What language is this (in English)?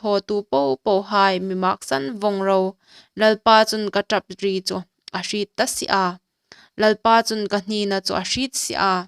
Hmar